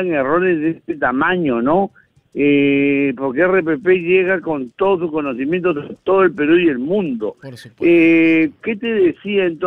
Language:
Spanish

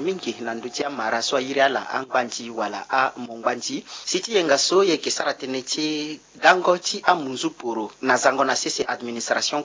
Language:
Sango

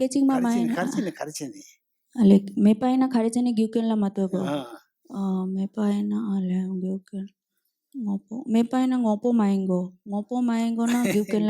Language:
Tibetan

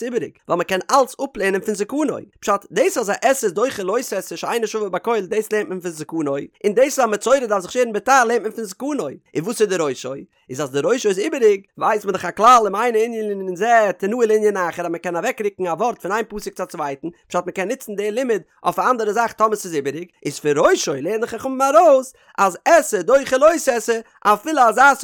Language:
Yiddish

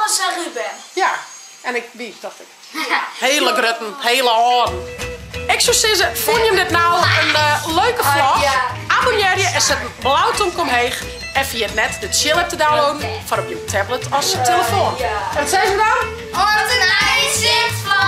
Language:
Western Frisian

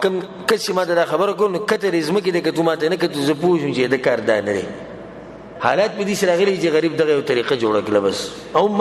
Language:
Pashto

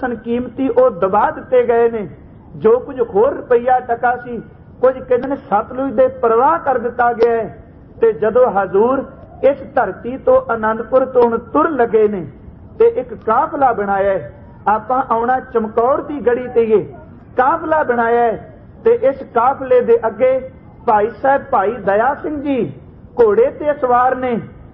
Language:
Punjabi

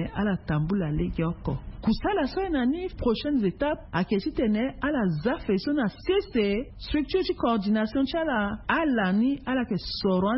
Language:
Sango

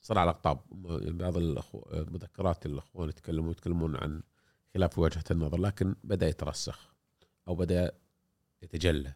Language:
Gulf Arabic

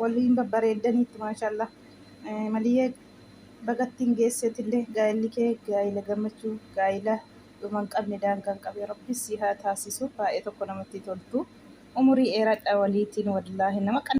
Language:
Oromo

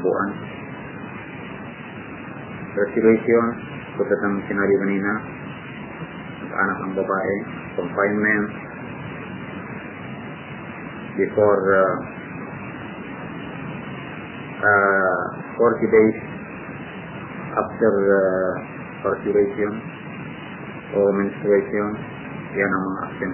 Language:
Filipino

